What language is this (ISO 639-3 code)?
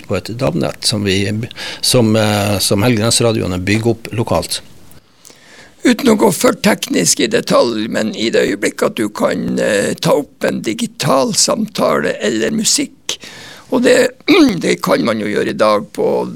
nor